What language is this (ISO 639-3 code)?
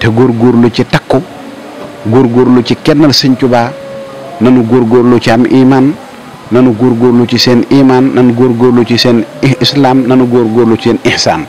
wol